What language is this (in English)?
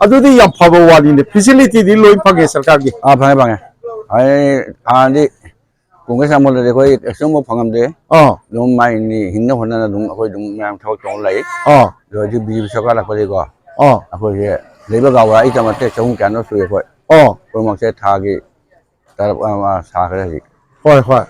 Manipuri